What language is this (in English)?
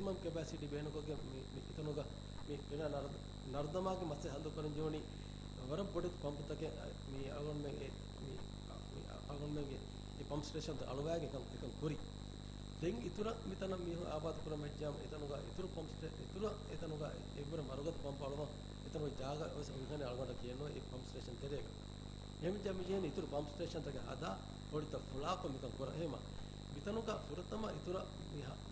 Divehi